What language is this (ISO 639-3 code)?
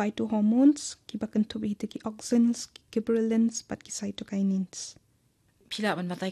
kha